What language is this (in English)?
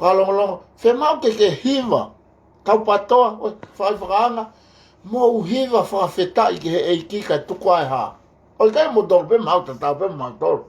Tongan